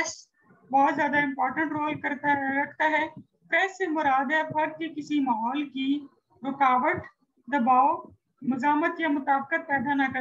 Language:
Urdu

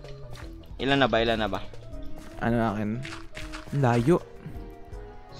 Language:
Filipino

